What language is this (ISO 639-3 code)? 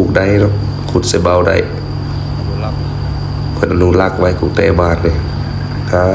lao